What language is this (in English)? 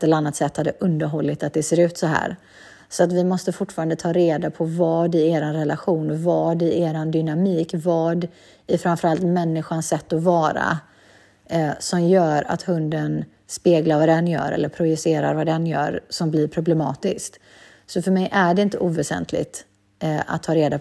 Swedish